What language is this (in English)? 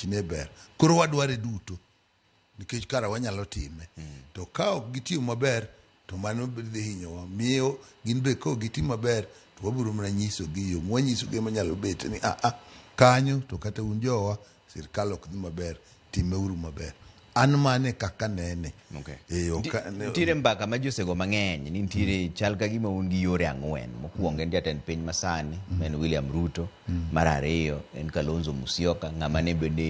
Luo (Kenya and Tanzania)